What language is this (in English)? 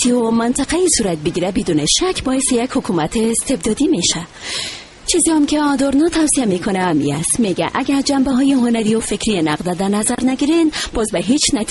Persian